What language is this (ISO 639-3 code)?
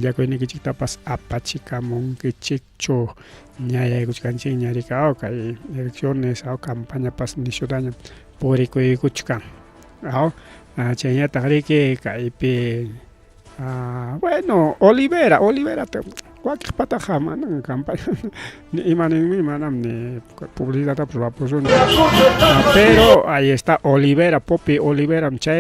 quy